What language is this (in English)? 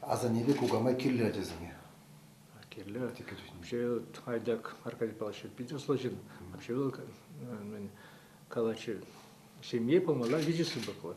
Chuvash